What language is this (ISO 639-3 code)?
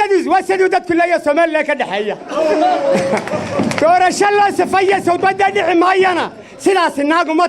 som